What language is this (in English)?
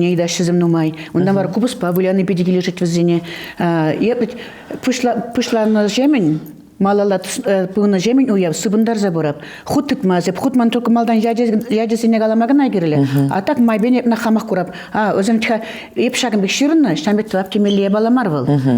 Chuvash